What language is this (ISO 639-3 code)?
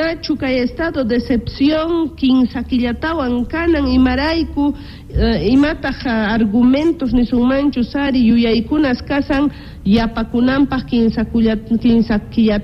que